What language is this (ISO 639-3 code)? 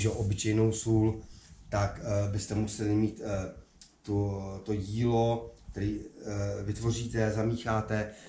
ces